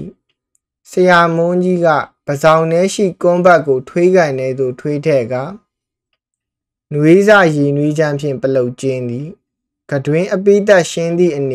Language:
Burmese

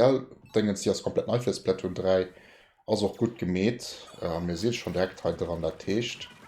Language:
Luxembourgish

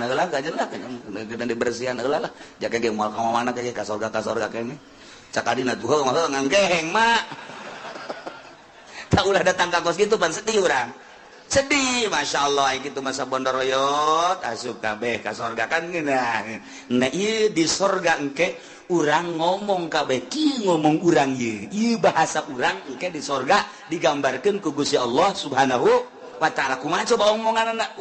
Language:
Sundanese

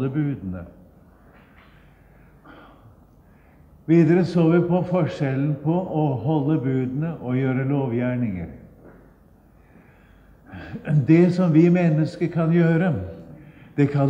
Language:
Norwegian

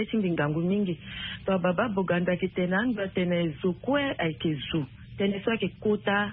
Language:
Sango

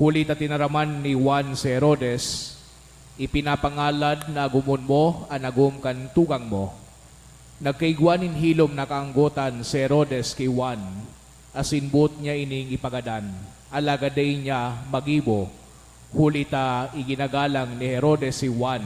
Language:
Bikol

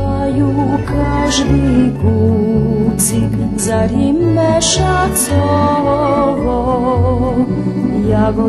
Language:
Rusyn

